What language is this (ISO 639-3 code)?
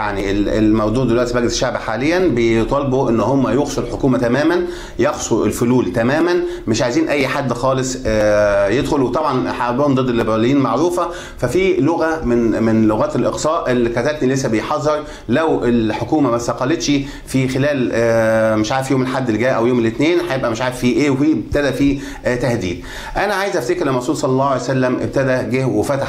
arz